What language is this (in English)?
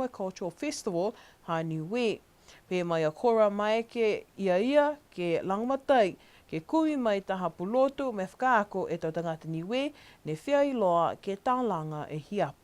Niuean